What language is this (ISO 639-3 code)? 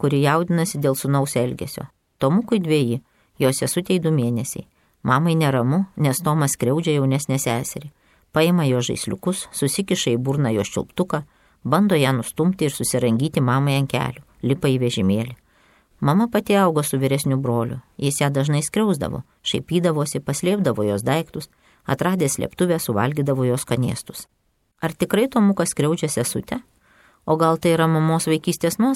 lit